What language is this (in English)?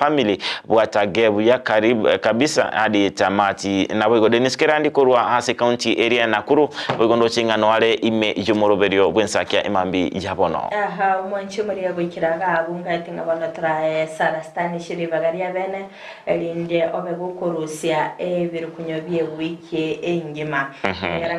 Gusii